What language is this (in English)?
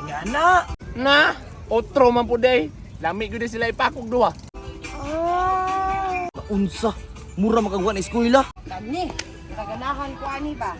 Cebuano